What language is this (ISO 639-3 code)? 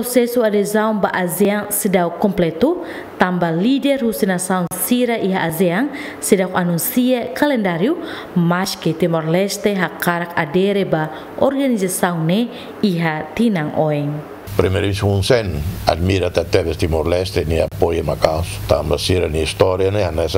tet